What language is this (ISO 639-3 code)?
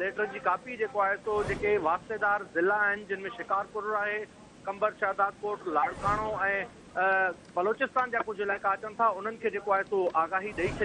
snd